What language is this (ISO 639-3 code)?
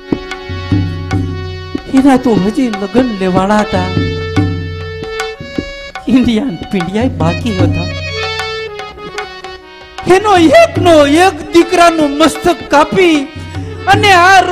guj